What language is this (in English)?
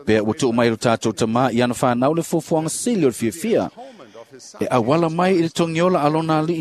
Samoan